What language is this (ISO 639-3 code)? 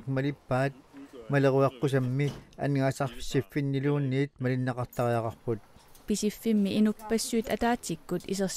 kal